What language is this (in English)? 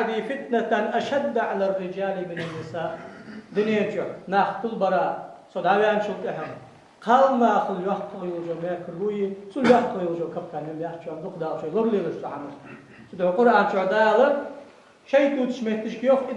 Ingush